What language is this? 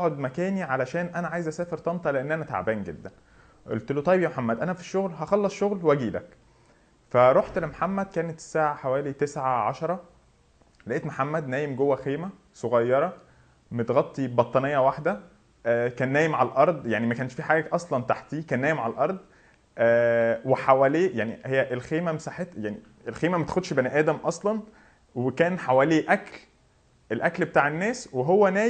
Egyptian Arabic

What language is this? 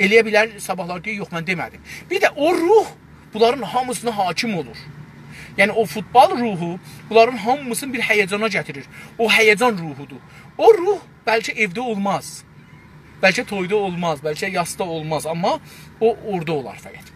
South Azerbaijani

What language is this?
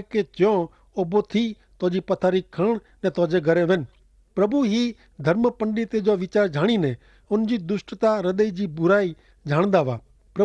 Kachhi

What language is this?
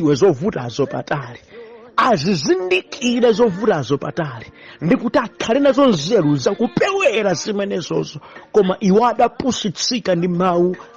Nyanja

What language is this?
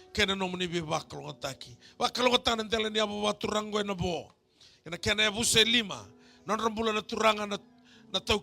Fijian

